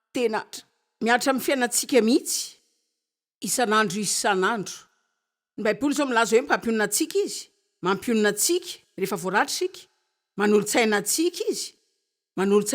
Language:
Malagasy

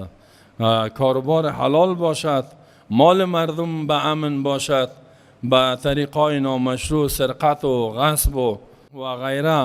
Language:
Persian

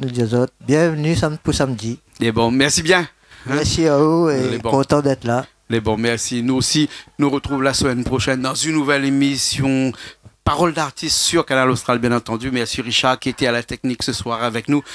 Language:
Réunion Creole French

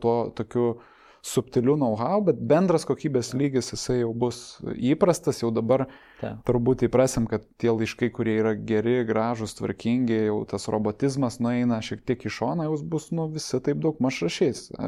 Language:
Lithuanian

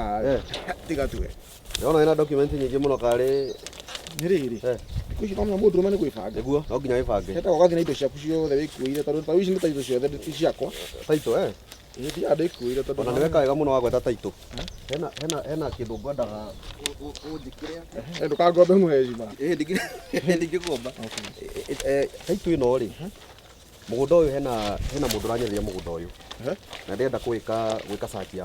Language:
Kikuyu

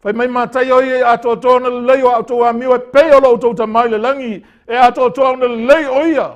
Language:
Samoan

